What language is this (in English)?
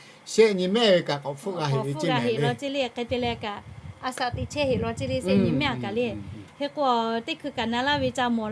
Lahu